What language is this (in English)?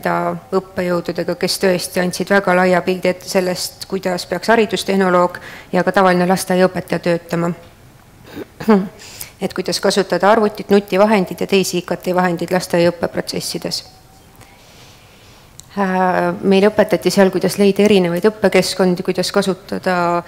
Estonian